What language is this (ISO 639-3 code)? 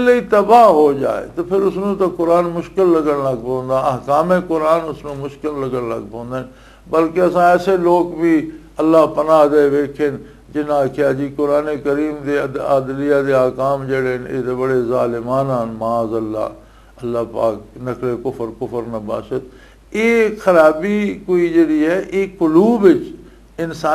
lah